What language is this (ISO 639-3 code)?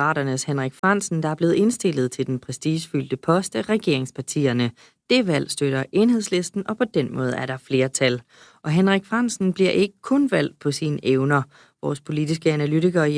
dan